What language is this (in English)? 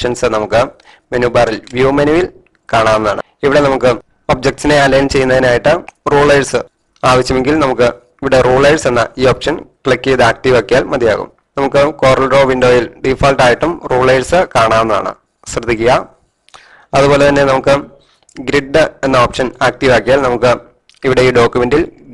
Malayalam